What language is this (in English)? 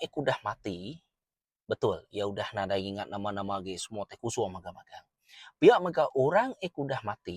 Iban